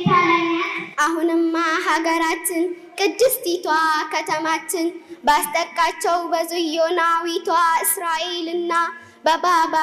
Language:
Amharic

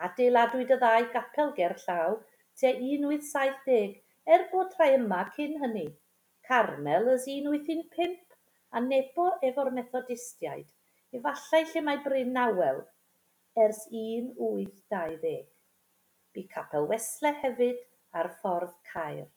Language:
Welsh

